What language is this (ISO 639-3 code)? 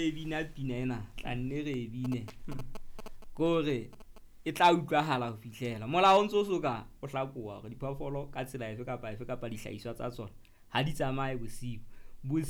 sot